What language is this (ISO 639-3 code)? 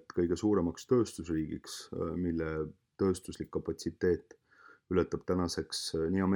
est